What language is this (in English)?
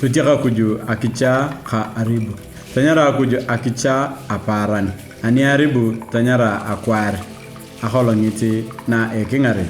Turkana